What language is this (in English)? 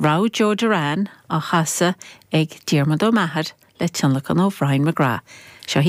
Irish